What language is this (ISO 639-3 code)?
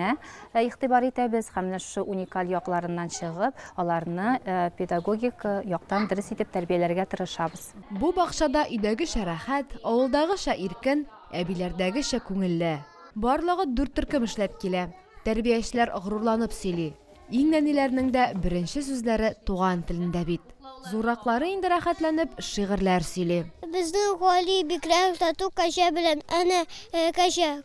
tat